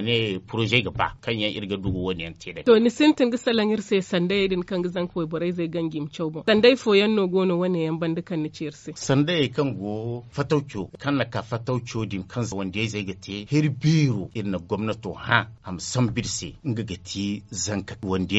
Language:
Zarma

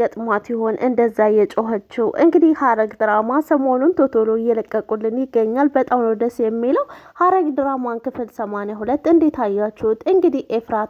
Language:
Amharic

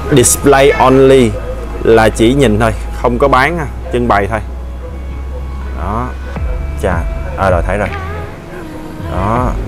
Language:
Vietnamese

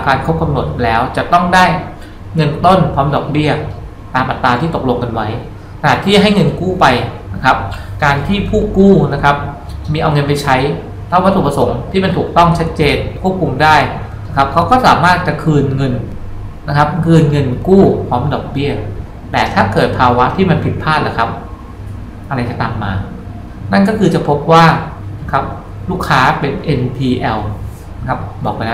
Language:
Thai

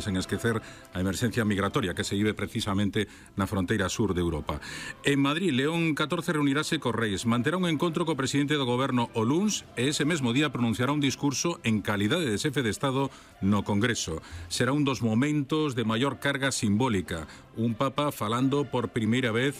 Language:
Galician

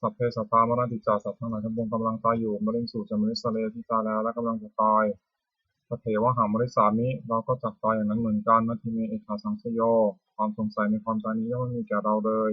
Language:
Pali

